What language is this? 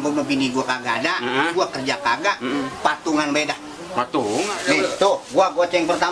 Betawi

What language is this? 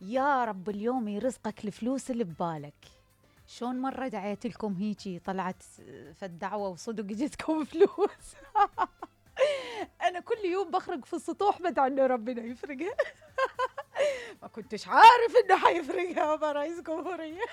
Mesopotamian Arabic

